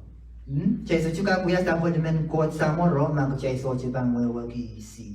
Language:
Pohnpeian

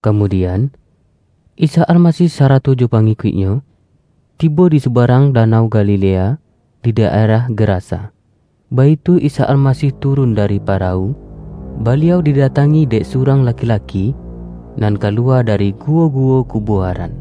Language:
Minangkabau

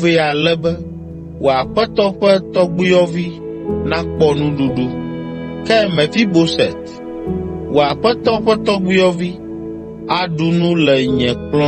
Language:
Ewe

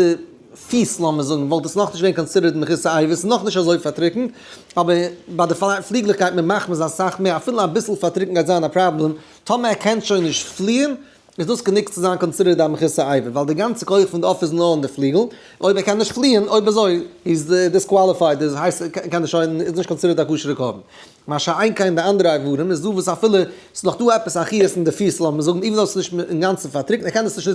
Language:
Yiddish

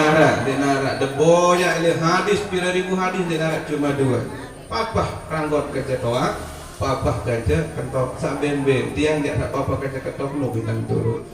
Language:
Sasak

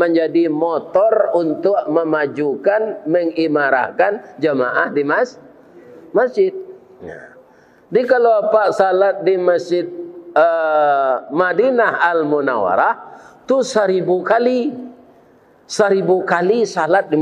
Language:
Minangkabau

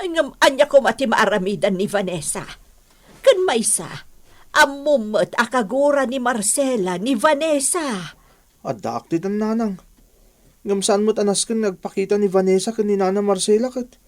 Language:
Iloko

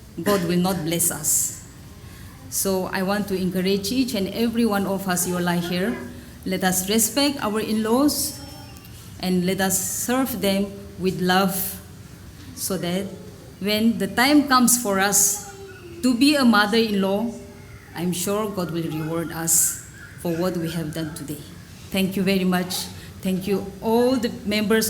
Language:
Tangkhul Naga (India)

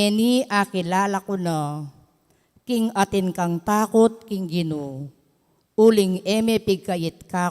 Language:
Pampanga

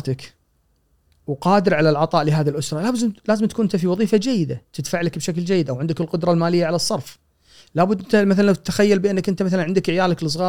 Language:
Gulf Arabic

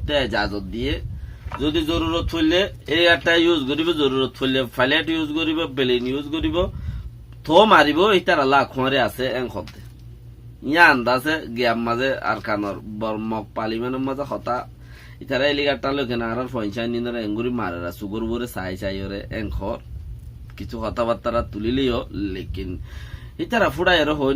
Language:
Rohingya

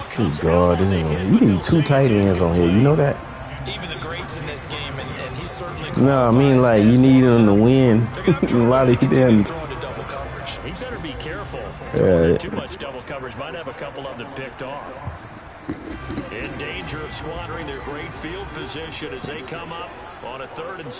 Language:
English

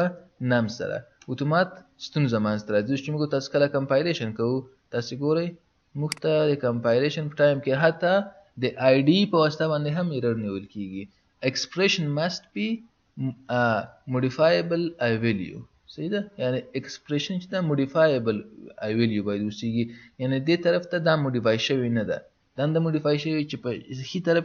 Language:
Pashto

